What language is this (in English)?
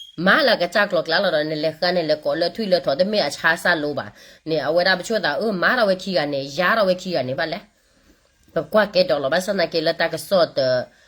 S'gaw Karen